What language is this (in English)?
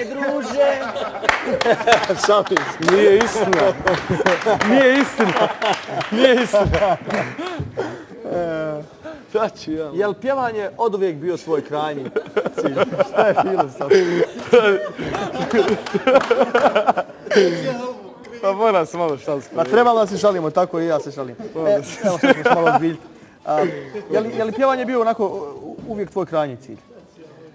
Bosnian